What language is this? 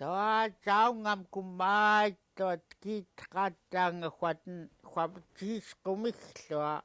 Central Yupik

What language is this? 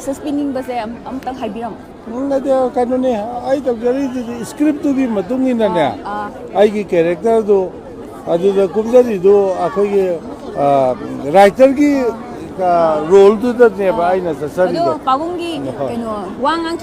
Manipuri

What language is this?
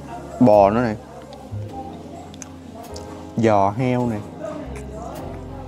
Vietnamese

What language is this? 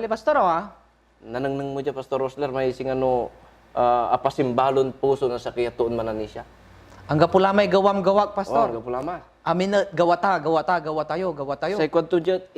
Pangasinan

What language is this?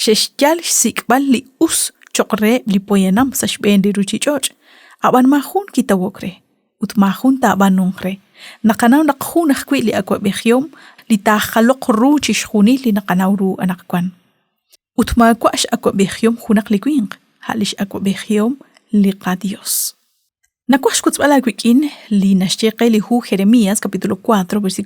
Kekchí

